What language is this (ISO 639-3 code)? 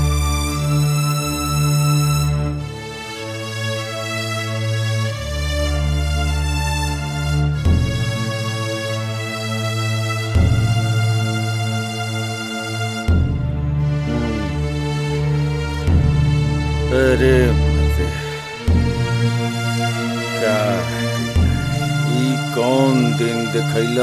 bho